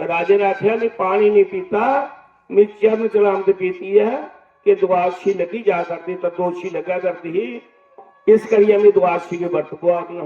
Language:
Dogri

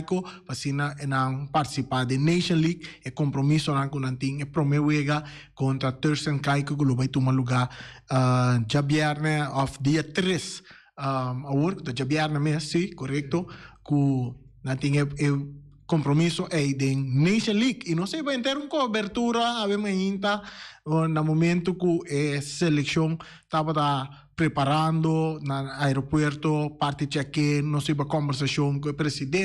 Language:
Papiamento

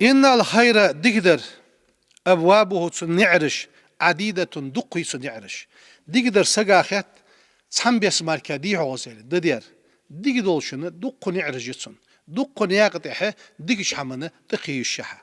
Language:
Ingush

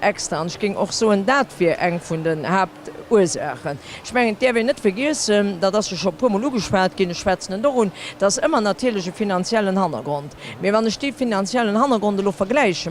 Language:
Luxembourgish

